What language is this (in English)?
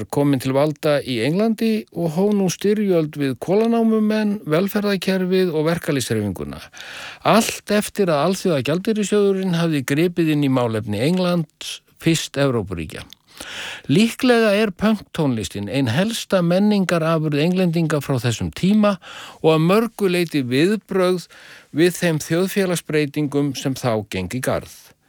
Icelandic